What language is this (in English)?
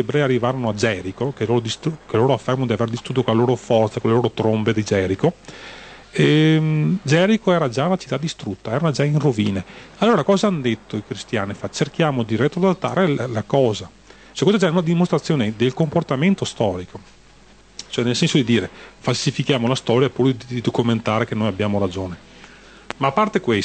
Italian